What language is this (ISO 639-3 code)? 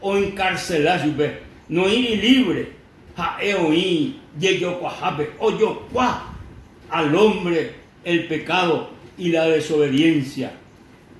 grn